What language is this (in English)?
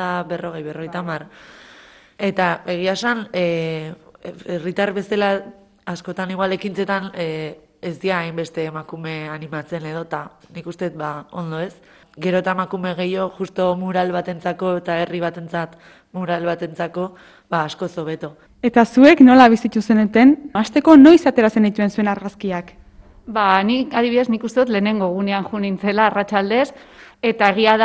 Basque